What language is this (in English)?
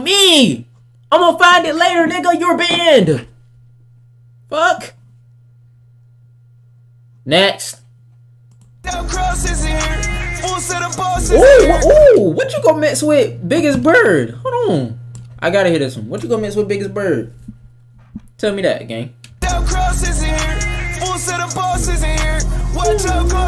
English